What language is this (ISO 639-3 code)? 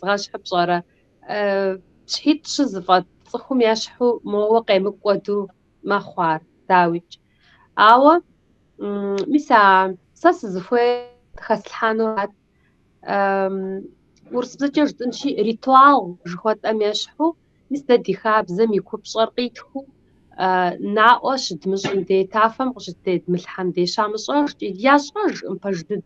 kbd